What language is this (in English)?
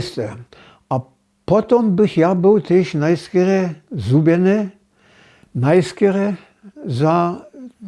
Upper Sorbian